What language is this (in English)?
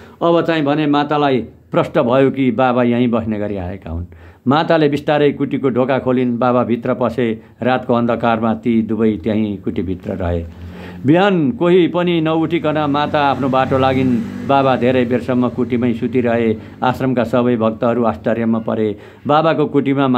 Nepali